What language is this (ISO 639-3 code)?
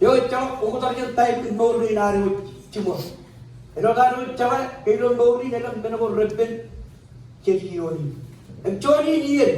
mah